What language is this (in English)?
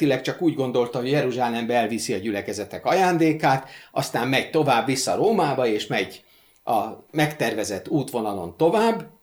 Hungarian